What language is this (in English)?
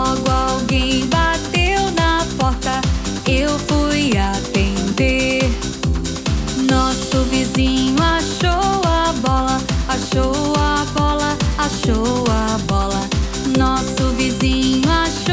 Portuguese